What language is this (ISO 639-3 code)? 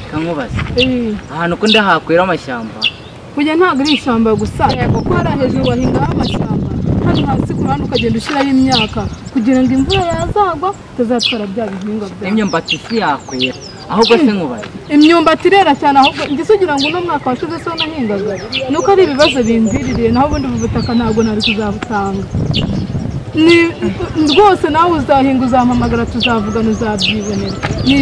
kin